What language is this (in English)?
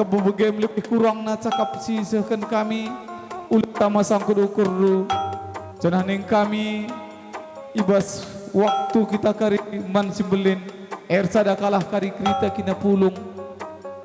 Batak Karo